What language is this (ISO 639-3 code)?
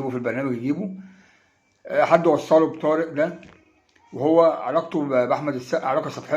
arz